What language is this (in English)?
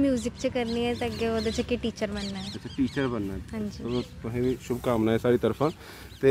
Dogri